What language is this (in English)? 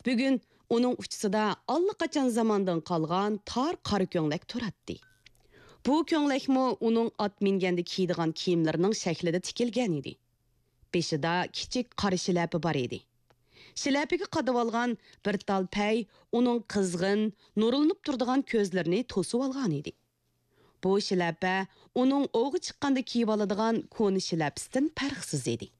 Uyghur